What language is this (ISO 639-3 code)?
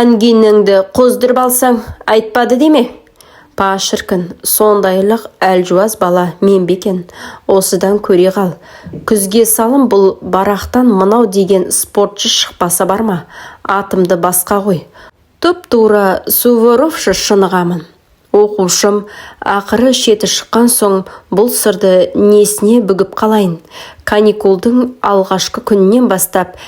kaz